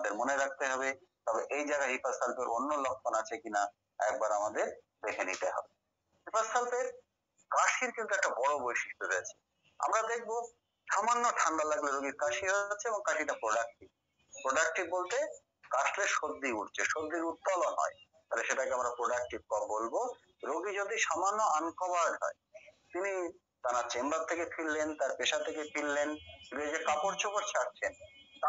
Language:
Bangla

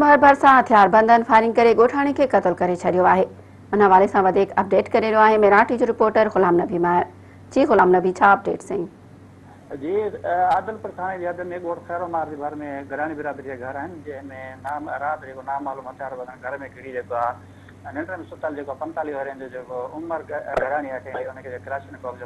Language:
Sindhi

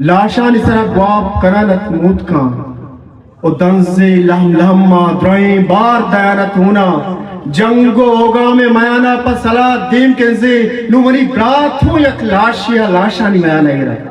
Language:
Eastern Balochi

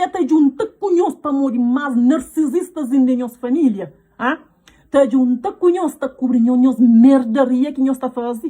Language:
Kabuverdianu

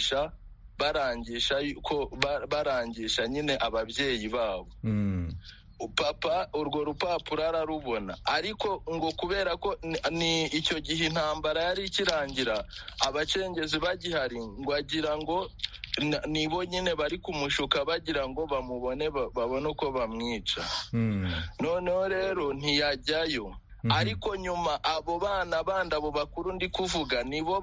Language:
Kinyarwanda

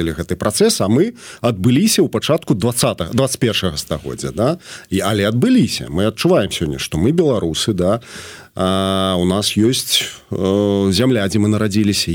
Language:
Belarusian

